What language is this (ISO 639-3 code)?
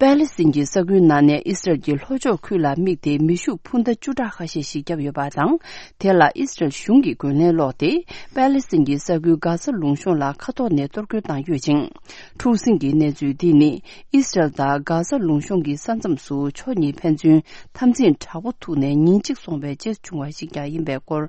bod